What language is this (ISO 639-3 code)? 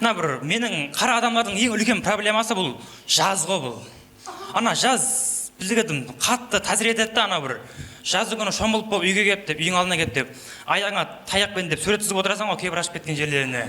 kaa